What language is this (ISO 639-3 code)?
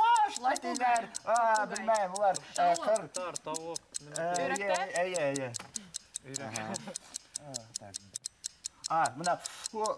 bak